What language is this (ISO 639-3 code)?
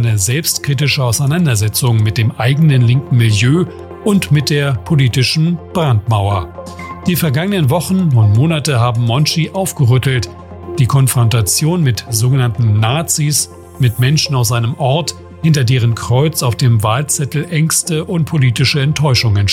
deu